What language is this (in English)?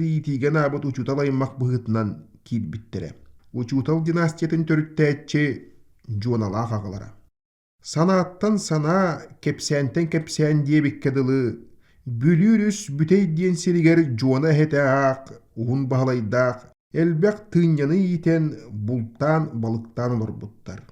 Yakut